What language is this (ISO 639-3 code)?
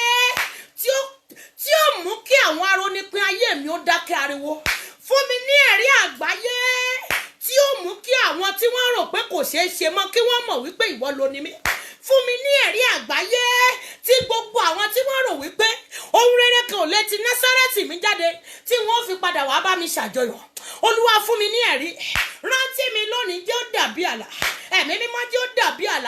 yor